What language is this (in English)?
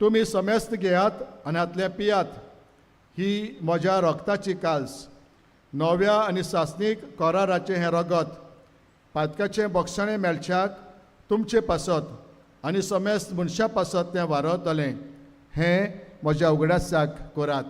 Konkani